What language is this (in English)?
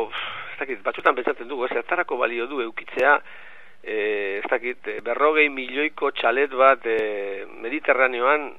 Basque